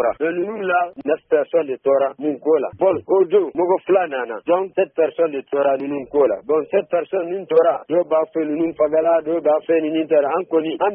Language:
Bambara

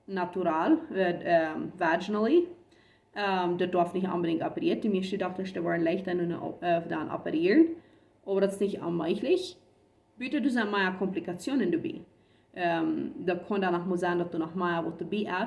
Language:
Plautdietsch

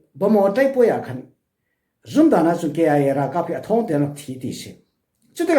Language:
Falam Chin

